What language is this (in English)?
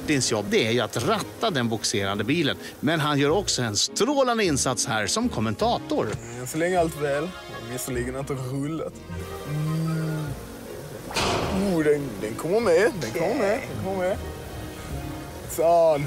Swedish